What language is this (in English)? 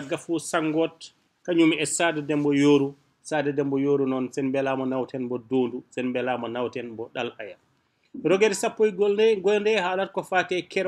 Fula